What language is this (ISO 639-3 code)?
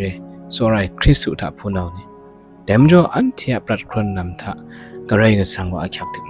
kac